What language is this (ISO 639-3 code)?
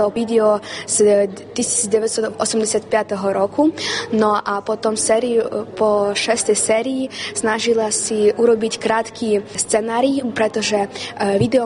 slk